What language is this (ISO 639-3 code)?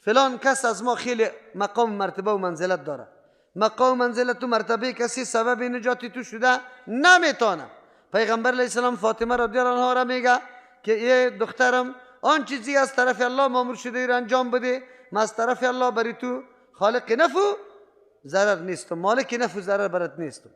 fas